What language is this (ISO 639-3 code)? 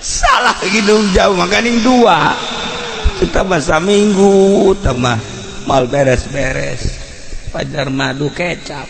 sun